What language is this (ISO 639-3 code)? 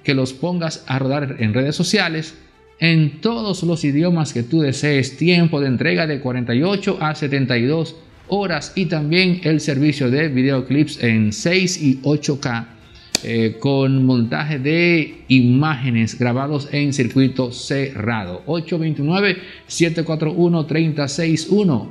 spa